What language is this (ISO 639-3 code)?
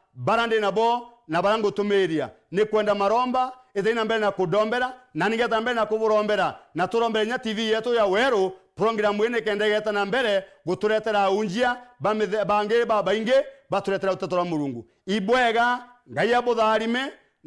mer